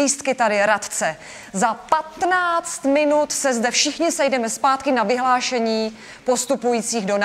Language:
Czech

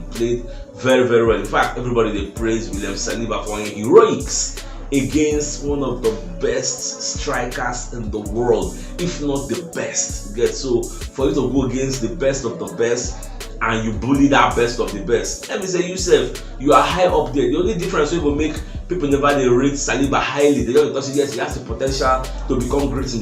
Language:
Nigerian Pidgin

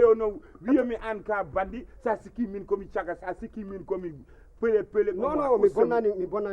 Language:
Fula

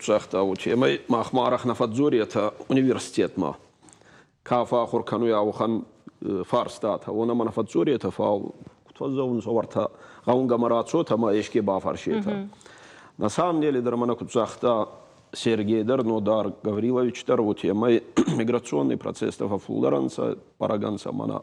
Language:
Ossetic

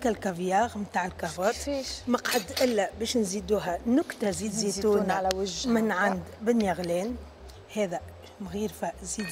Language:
Tunisian Arabic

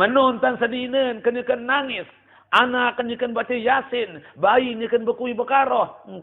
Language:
Sasak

